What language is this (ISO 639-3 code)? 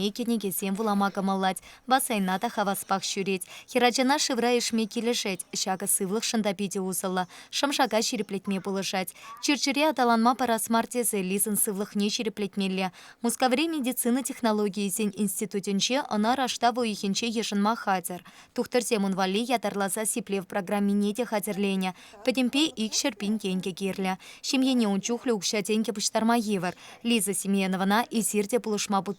chv